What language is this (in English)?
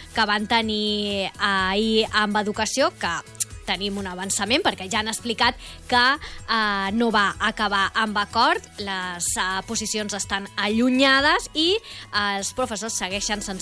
Catalan